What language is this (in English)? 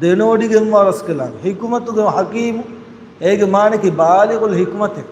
Divehi